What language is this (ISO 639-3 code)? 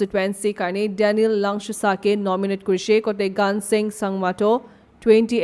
nag